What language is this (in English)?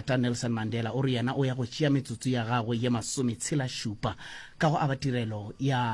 Northern Sotho